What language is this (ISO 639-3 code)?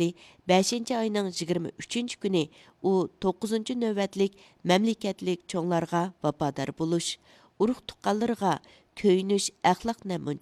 uig